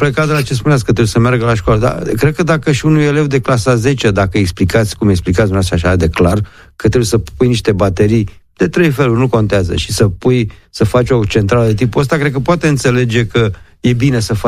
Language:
Romanian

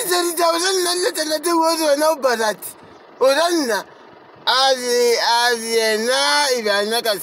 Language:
Northern Sotho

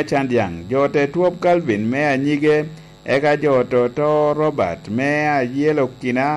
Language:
Lango (Uganda)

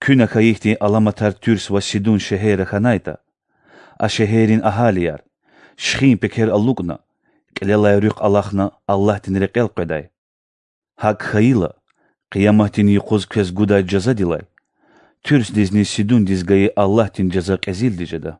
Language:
Lezghian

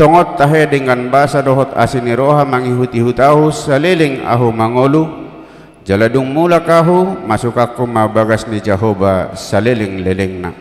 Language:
Batak Toba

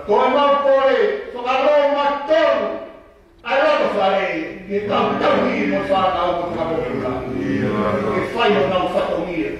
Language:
Tongan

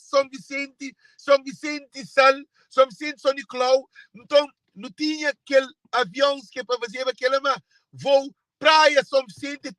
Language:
Kabuverdianu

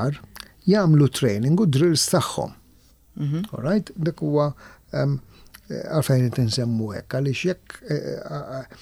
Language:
Maltese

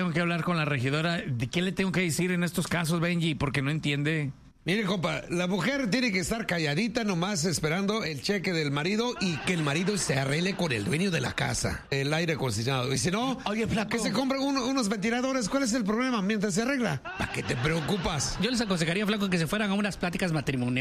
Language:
Spanish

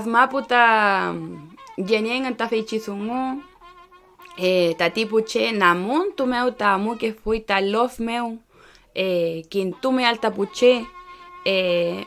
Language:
Mapuche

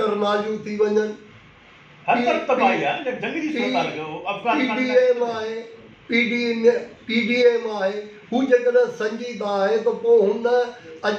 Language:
Sindhi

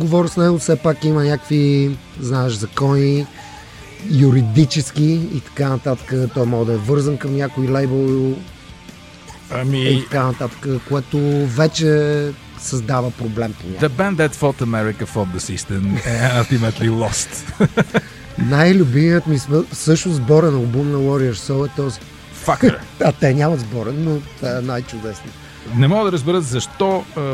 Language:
Bulgarian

